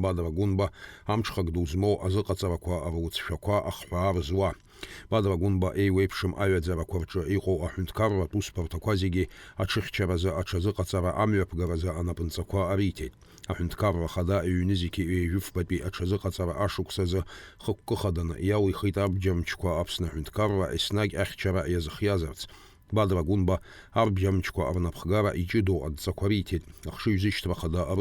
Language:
Abkhazian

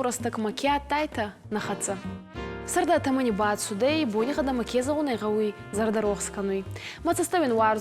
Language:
Ossetic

